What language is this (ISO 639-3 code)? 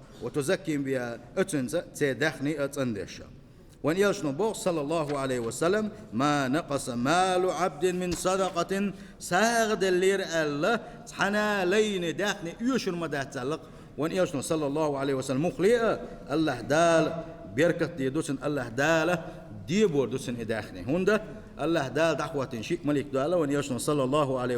che